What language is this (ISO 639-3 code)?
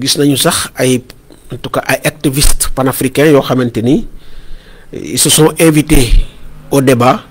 wol